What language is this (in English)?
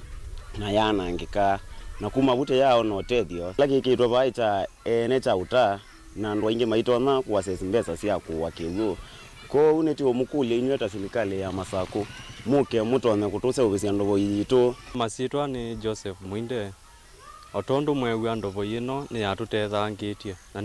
Kamba